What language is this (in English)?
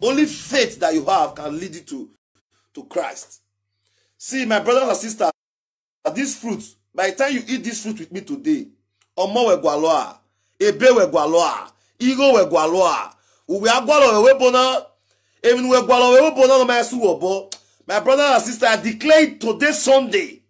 Nigerian Pidgin